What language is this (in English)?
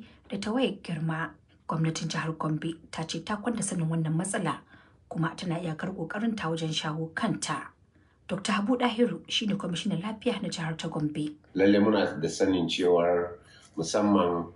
Hausa